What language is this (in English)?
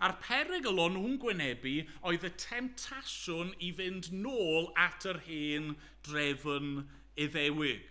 Welsh